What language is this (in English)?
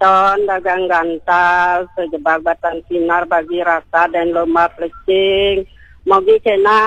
Balinese